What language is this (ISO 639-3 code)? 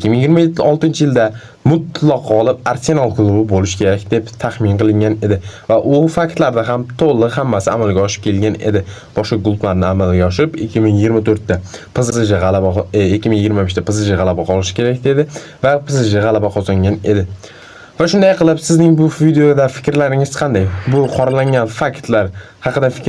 uzb